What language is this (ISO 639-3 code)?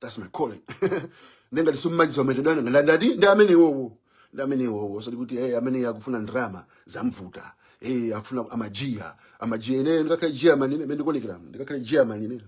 nya